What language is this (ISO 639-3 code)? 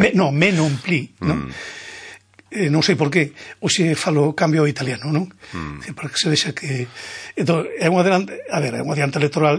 glg